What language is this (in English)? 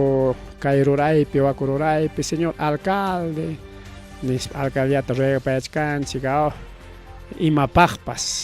Ayacucho Quechua